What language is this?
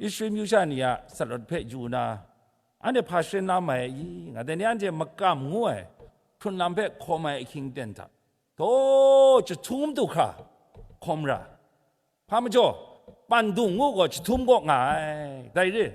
Kachin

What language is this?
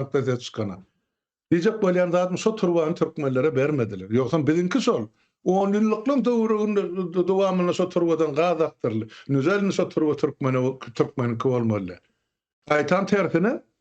Turkmen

